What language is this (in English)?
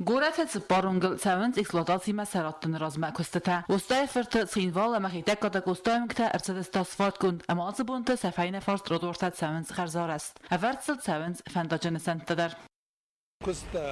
Ossetic